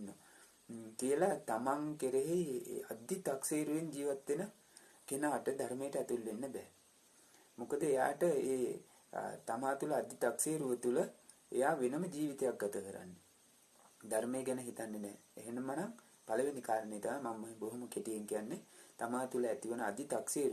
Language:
Sinhala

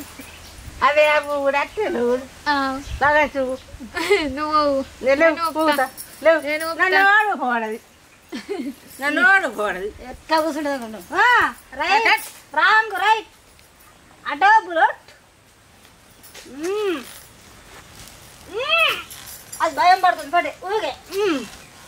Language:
Telugu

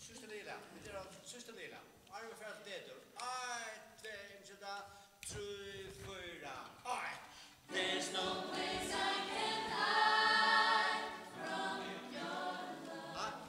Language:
Faroese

